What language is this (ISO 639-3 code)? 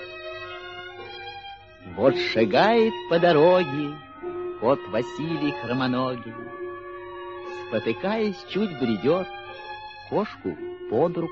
rus